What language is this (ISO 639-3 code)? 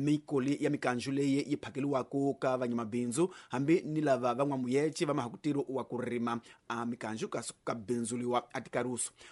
tso